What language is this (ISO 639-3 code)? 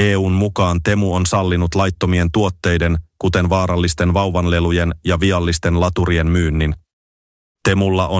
fin